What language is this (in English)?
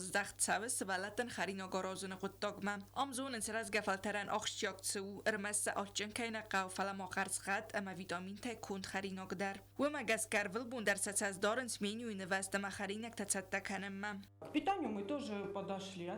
Ossetic